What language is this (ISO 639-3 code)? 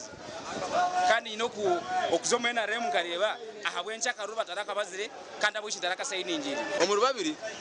nyn